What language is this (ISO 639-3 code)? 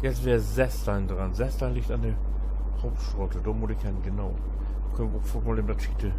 nds